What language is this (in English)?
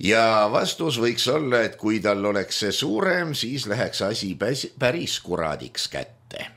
Estonian